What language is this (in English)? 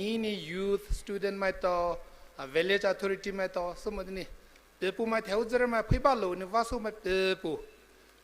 Poumei Naga